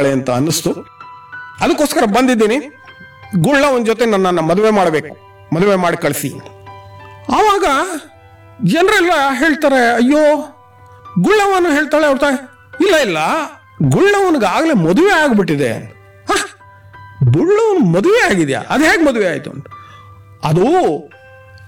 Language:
Kannada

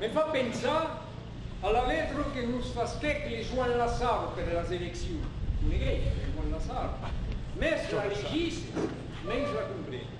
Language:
Occitan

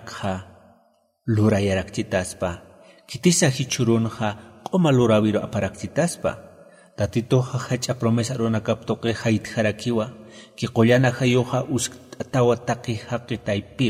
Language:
Aymara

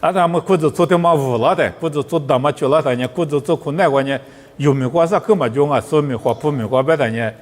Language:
Lisu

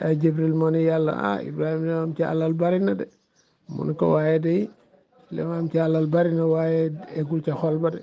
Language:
Wolof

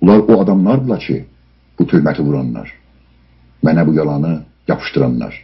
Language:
South Azerbaijani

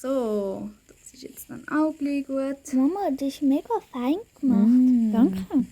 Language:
Swiss German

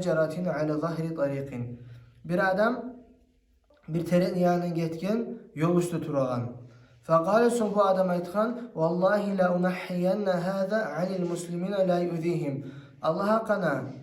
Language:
Kumyk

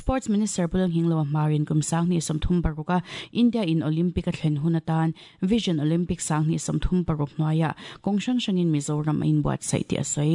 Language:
Mizo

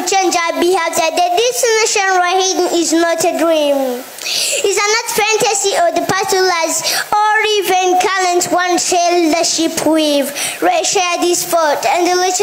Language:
Rundi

